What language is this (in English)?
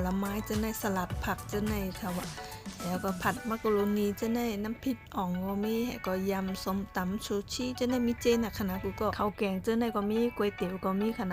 Shan